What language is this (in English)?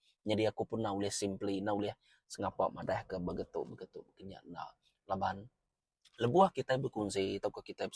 Iban